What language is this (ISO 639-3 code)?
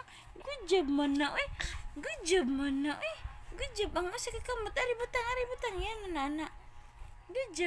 ceb